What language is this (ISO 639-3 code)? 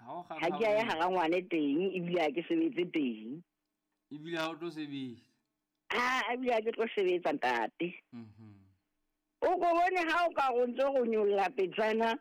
sot